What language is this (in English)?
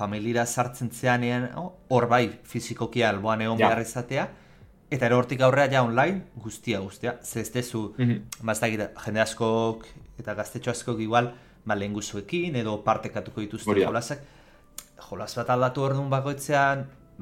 Basque